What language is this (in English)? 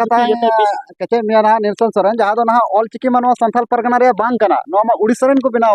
Santali